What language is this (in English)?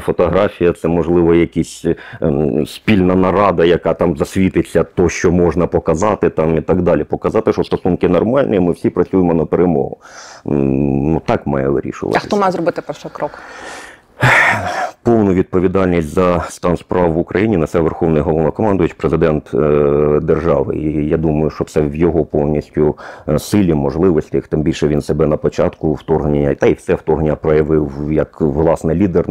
Ukrainian